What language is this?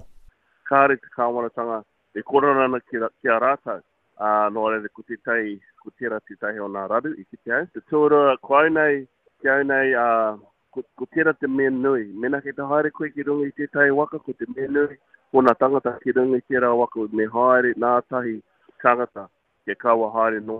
Māori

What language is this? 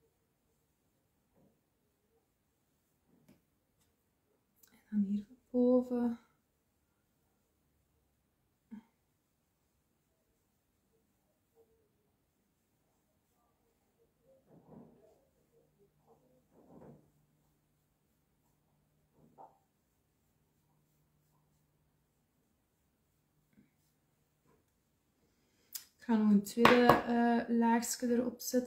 Dutch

